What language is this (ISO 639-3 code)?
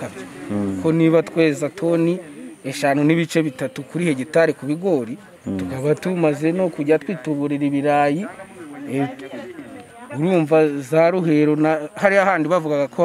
kin